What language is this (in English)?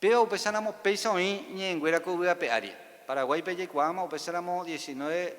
Guarani